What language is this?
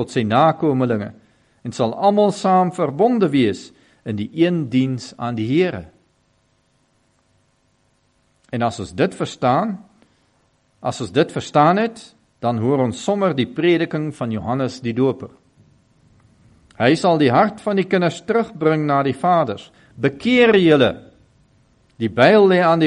Afrikaans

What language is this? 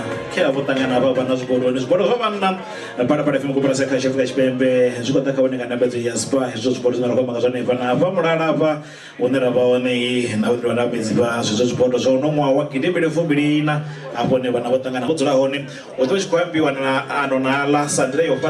Venda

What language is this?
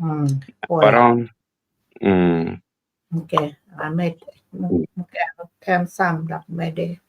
Acoli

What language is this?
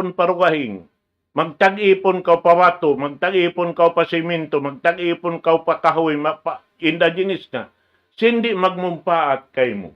Tausug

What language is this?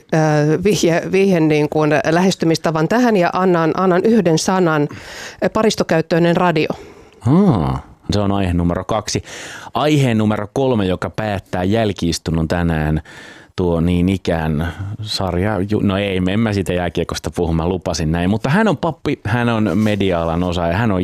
Finnish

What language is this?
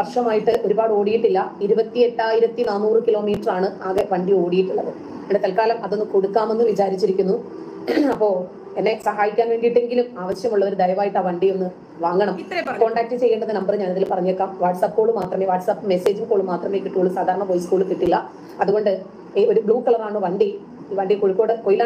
Malayalam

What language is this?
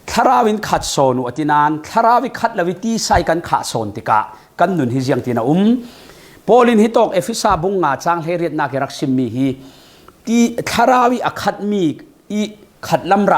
Falam Chin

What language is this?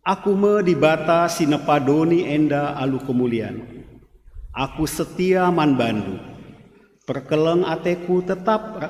Batak Karo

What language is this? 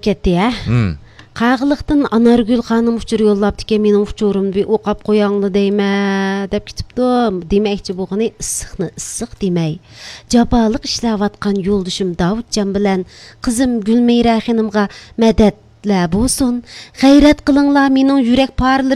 Uyghur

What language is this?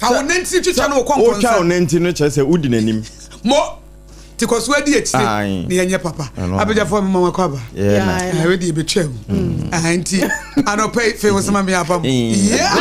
Akan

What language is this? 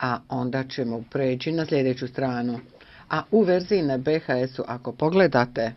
Serbian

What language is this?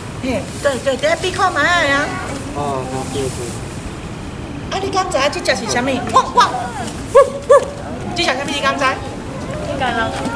Min Nan Chinese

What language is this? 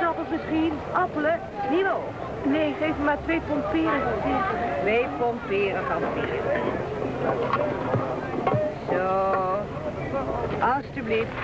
Dutch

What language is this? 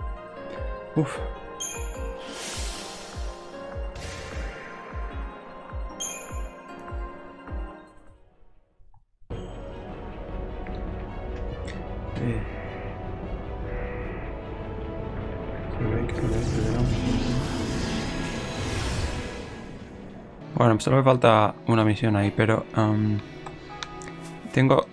Spanish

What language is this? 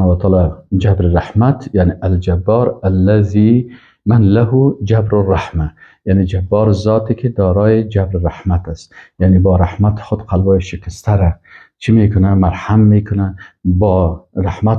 Persian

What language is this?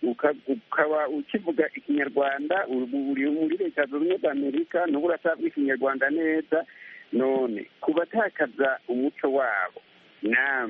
Kinyarwanda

